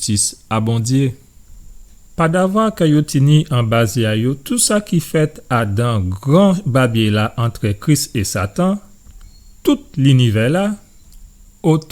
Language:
Guadeloupean Creole French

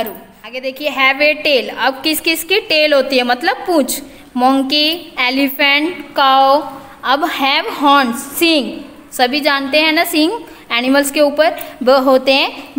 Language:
Hindi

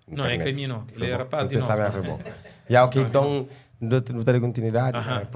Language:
Kabuverdianu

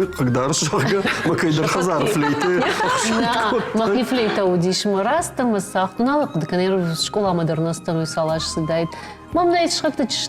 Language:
Ossetic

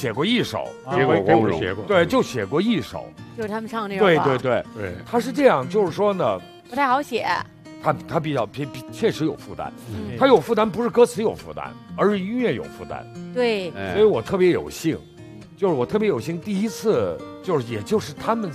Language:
Chinese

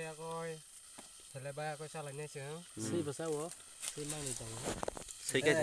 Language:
Kok Borok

